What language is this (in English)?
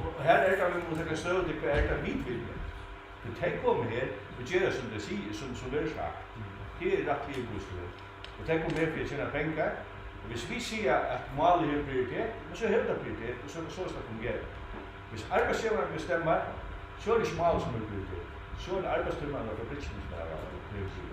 Faroese